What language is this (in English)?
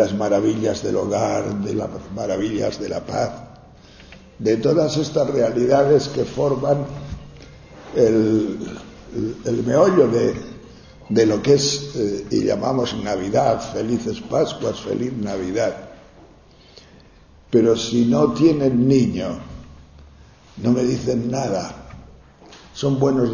Spanish